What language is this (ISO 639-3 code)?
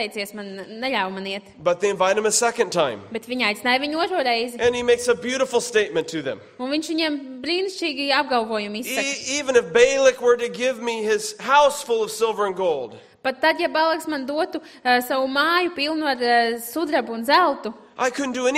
lav